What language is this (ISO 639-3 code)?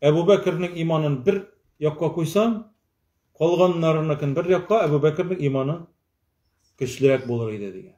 tat